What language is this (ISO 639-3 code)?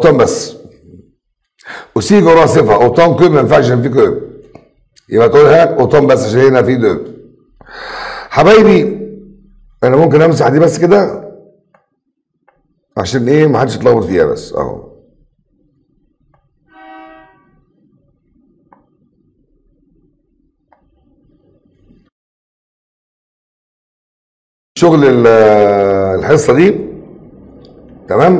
arz